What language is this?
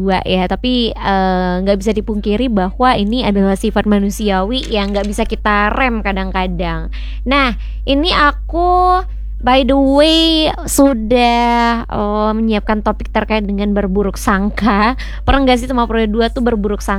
Indonesian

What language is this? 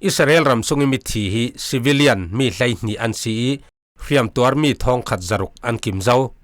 Falam Chin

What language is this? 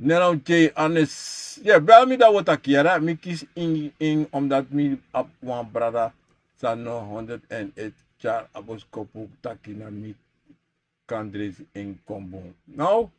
Sranan Tongo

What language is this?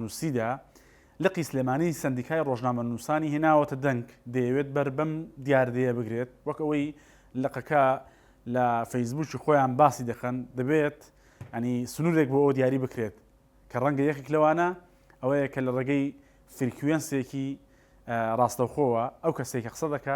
Central Kurdish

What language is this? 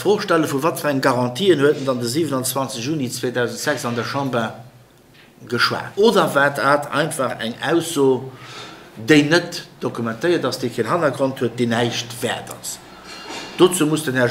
Luxembourgish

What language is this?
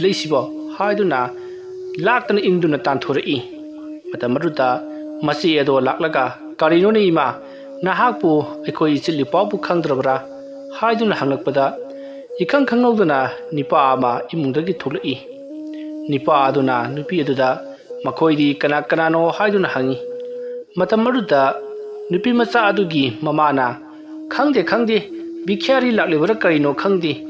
Manipuri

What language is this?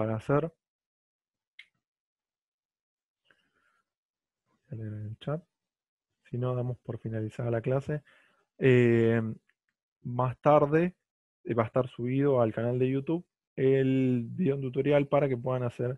Spanish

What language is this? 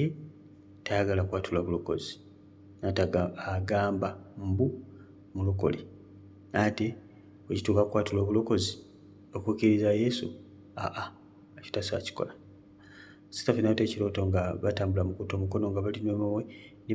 Ganda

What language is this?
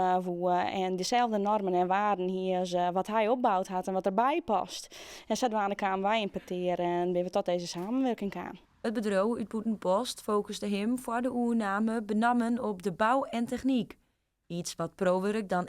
Western Frisian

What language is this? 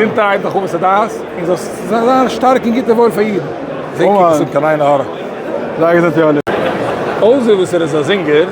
Yiddish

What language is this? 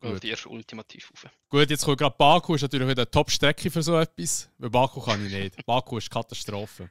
Swiss German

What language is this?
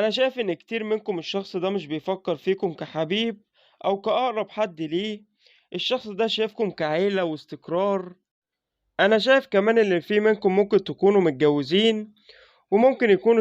Egyptian Arabic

